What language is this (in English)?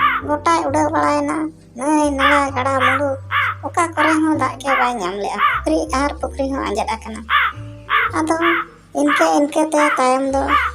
Santali